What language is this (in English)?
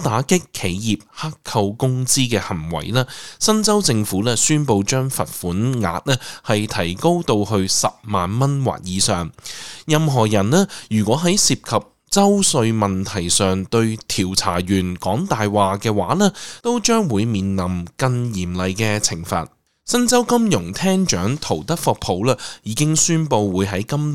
Cantonese